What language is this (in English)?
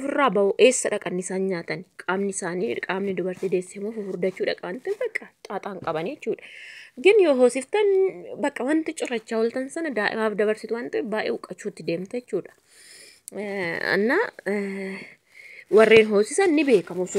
Oromo